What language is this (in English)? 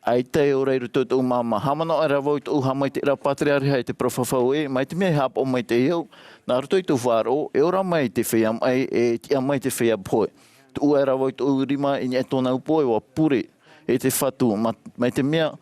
Tahitian